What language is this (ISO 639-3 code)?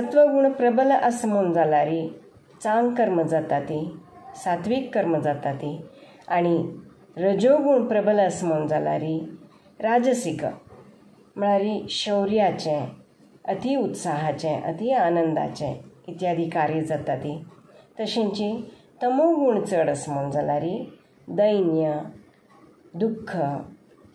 kok